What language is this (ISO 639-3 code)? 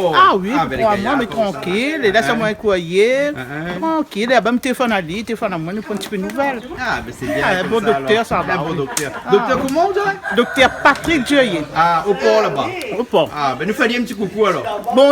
rcf